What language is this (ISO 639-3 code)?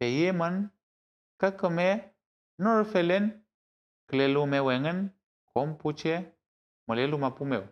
arn